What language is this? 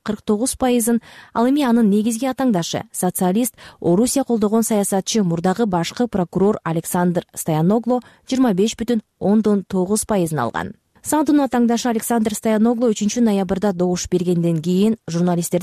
Kyrgyz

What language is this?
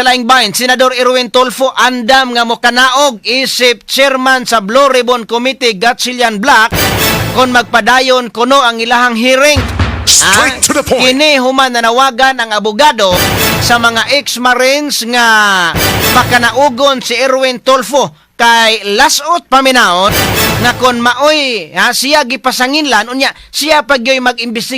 Cebuano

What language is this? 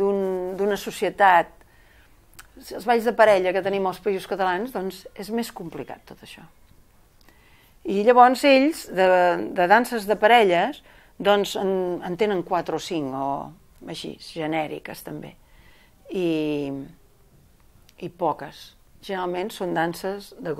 Catalan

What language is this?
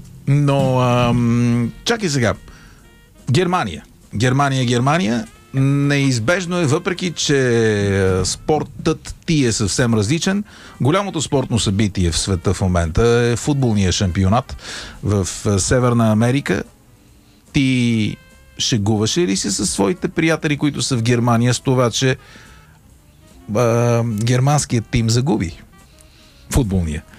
Bulgarian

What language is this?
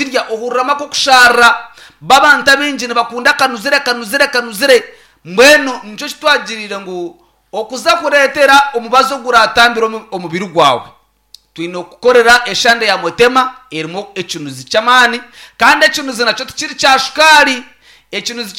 Nyankole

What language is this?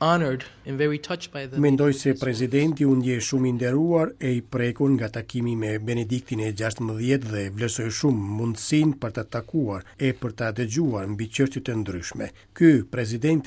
Albanian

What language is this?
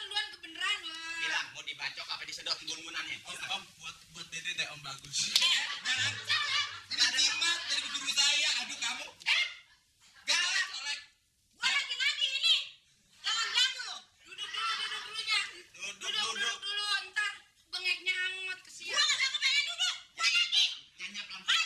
Betawi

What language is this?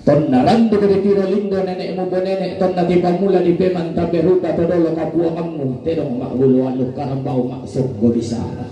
Toraja-Sa'dan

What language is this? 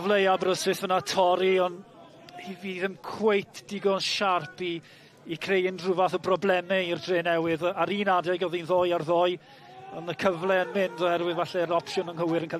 Welsh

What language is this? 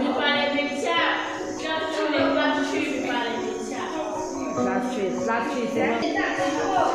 Mizo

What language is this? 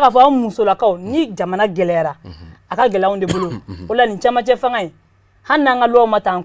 Bambara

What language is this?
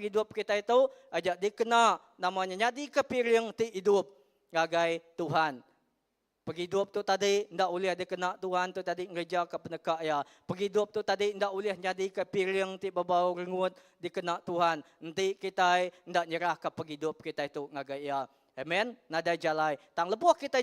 Iban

